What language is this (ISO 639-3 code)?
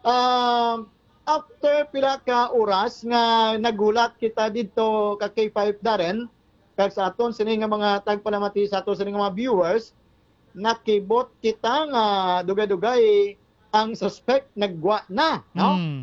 hil